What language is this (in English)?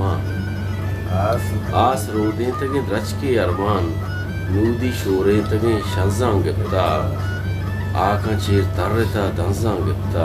Baluchi